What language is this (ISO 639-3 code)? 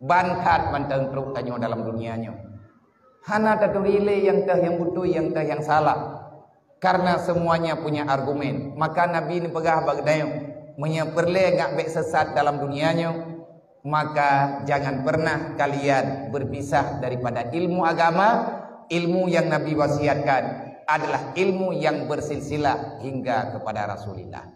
ace